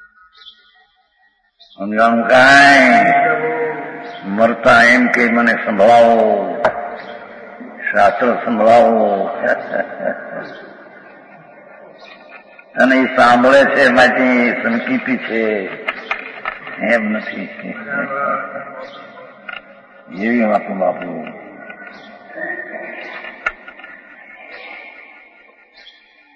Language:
Gujarati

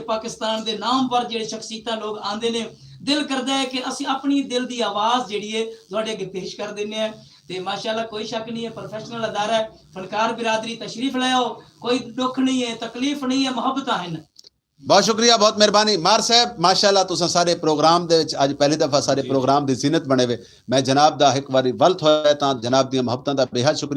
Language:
Saraiki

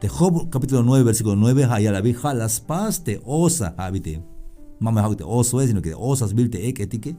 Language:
Tzeltal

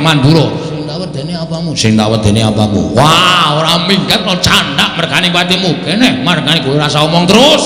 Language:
Javanese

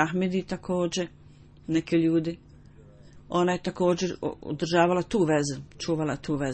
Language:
Bosnian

